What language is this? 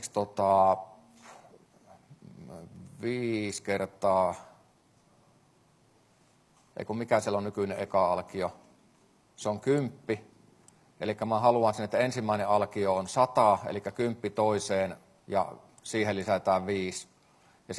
Finnish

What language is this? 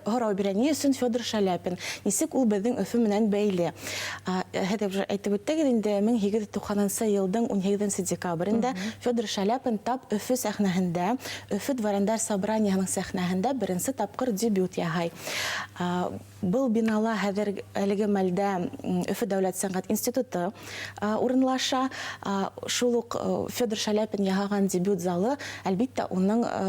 Bashkir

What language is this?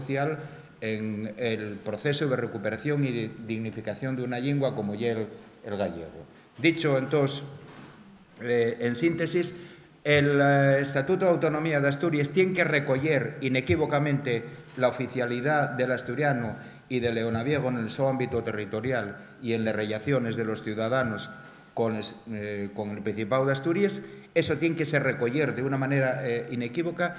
Asturian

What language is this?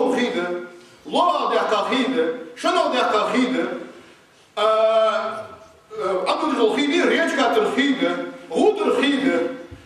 Ingush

